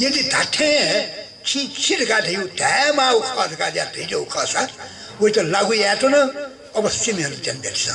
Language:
Newari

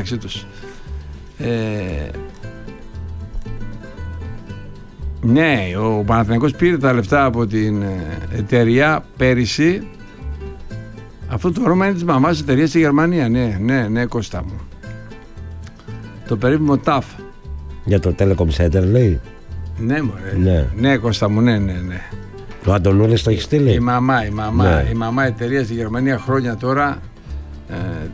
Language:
Greek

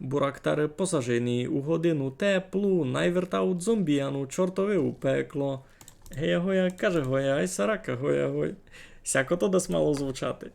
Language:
Rusyn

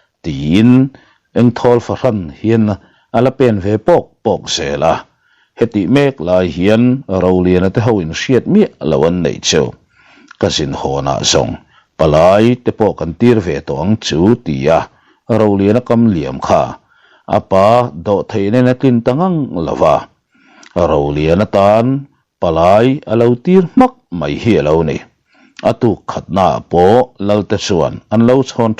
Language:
Mizo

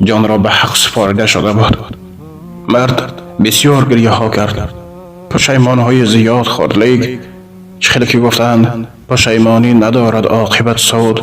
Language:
Tajik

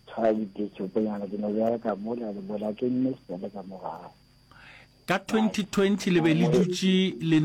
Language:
Northern Sotho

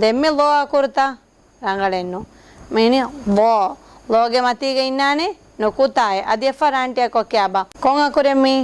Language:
Divehi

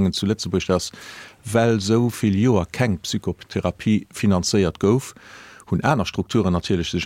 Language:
Luxembourgish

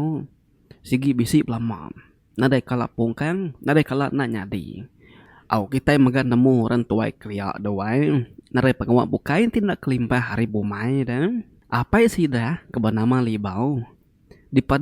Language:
Iban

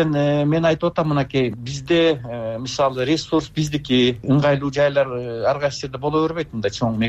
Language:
Kyrgyz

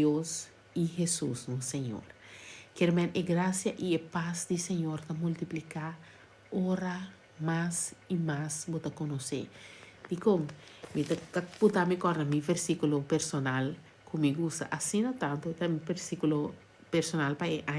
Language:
Papiamento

